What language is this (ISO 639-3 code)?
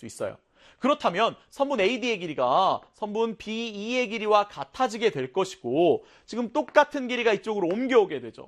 kor